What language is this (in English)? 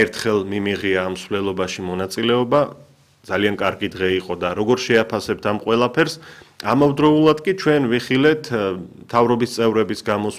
Georgian